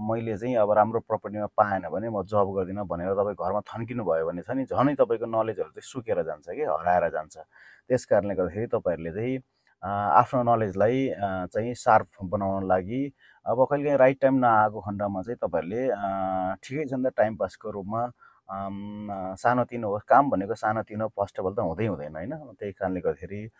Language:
Nepali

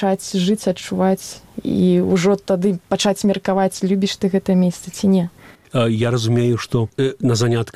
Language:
Belarusian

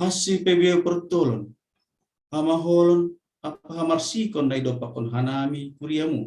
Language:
Batak Simalungun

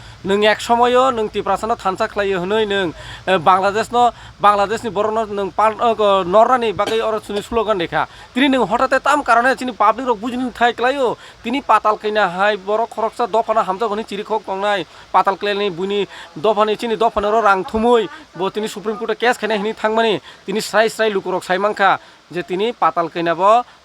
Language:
Kok Borok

